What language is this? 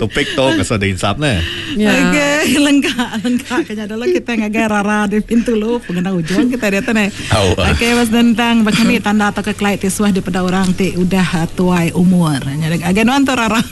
Iban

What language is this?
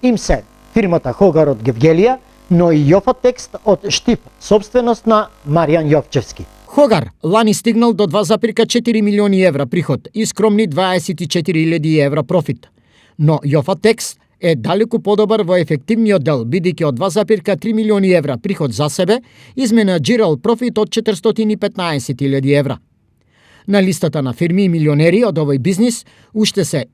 Macedonian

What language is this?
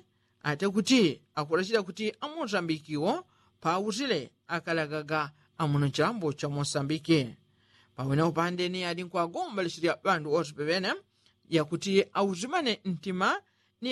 Yao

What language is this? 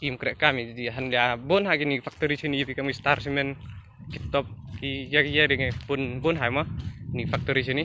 Khasi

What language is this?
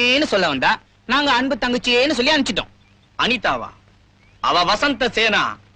Tamil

